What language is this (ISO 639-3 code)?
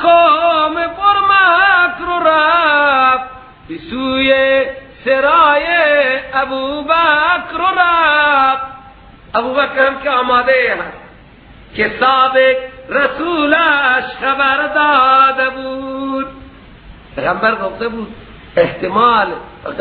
fas